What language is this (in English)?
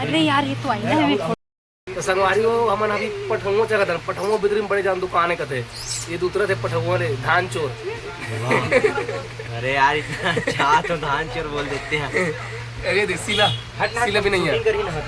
Chhattisgarhi